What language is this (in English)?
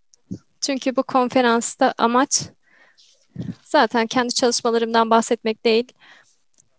Turkish